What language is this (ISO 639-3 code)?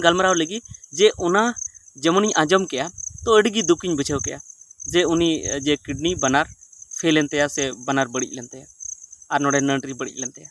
sat